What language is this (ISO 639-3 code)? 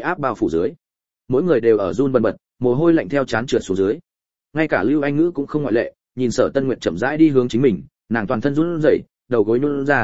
vie